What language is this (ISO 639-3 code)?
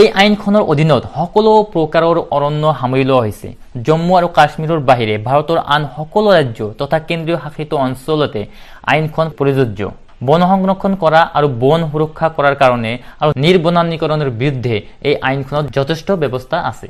asm